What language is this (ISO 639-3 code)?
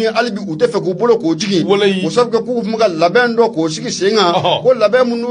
bam